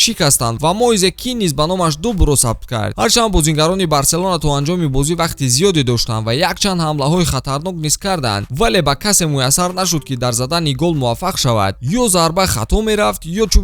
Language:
Tajik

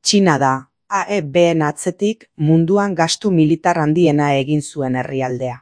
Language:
Basque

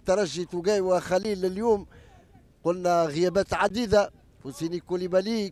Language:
Tunisian Arabic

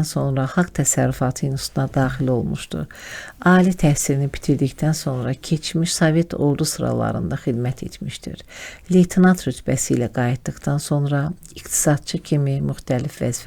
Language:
Azerbaijani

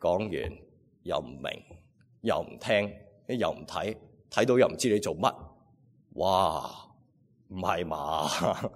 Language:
Cantonese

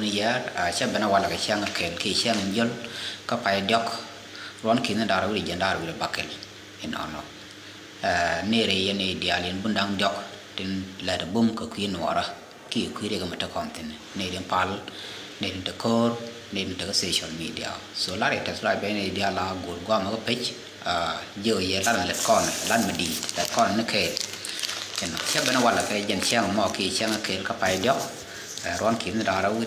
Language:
Nuer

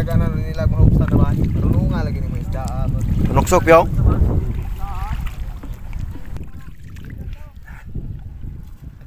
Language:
Cebuano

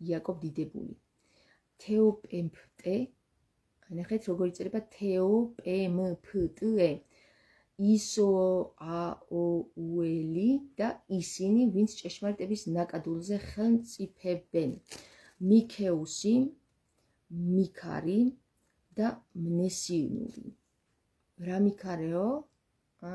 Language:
Georgian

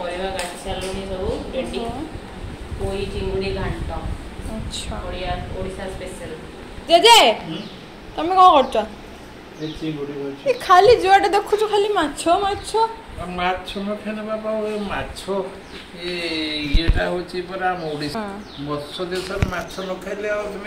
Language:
Odia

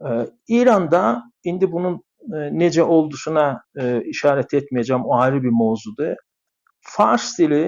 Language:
South Azerbaijani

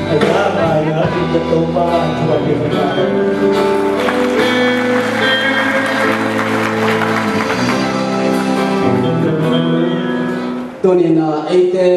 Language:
Tedim Chin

